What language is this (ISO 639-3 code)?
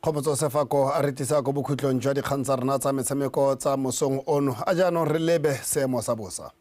tsn